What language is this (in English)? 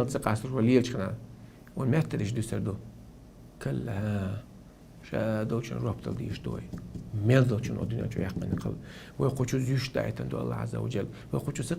Chechen